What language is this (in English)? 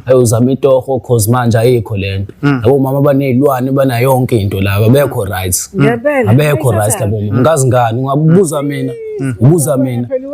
Zulu